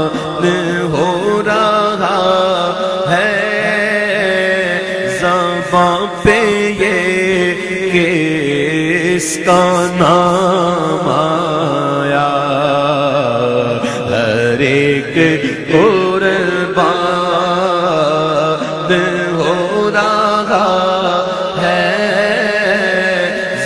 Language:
Urdu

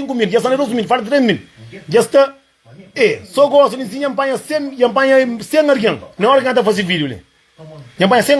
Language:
Kabuverdianu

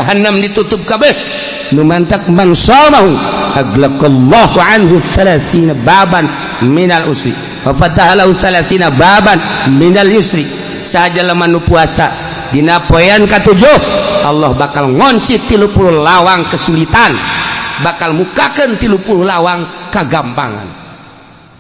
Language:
Sundanese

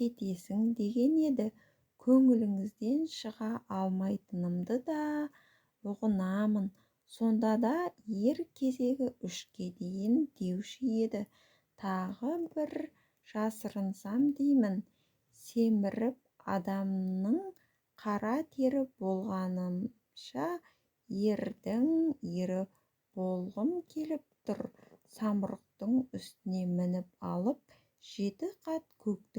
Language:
Kazakh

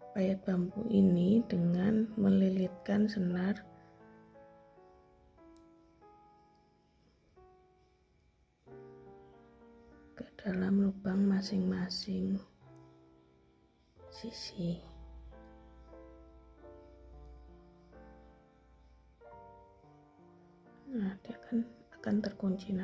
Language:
Indonesian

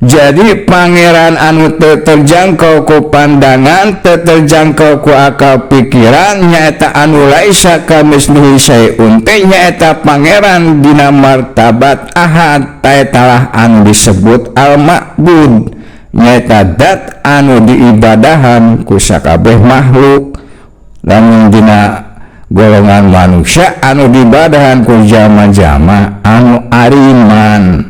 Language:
Sundanese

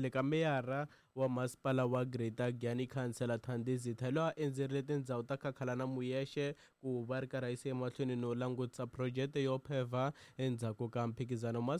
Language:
Tsonga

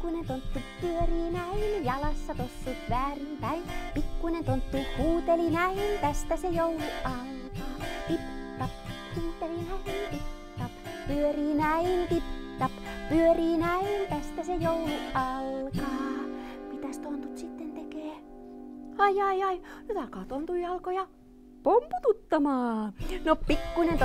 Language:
Finnish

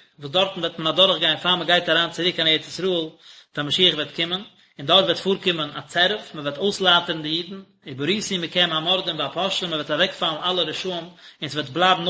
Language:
Yiddish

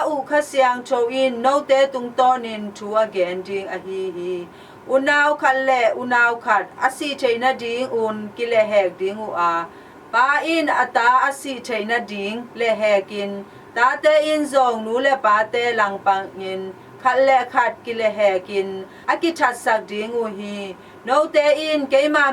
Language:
Tedim Chin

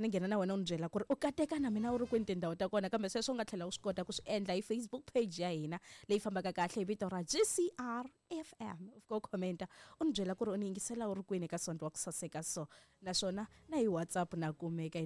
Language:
Tsonga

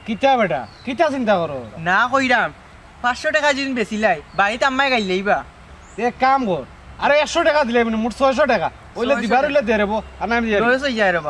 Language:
Sylheti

